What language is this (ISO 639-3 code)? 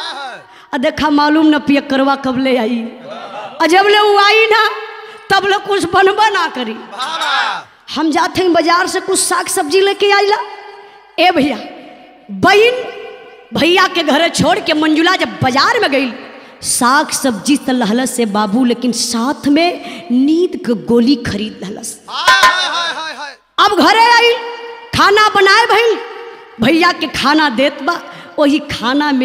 bho